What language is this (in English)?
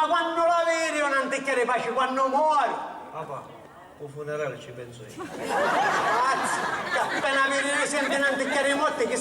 Sicilian